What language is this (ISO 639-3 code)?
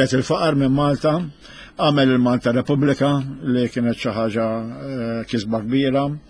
mlt